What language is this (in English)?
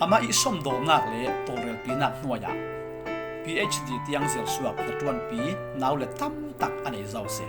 Falam Chin